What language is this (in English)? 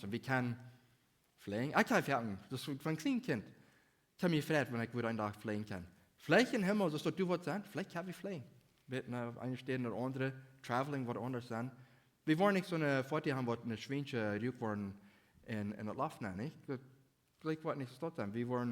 Plautdietsch